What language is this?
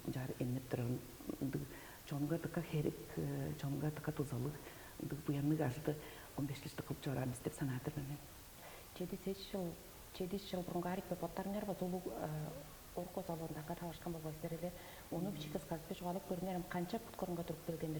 Tuvinian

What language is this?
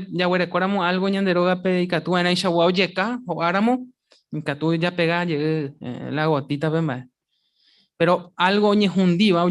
Guarani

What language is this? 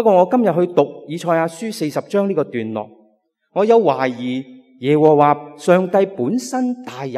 Cantonese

